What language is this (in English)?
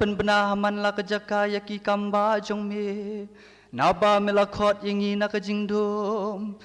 Khasi